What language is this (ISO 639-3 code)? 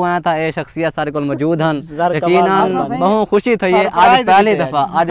skr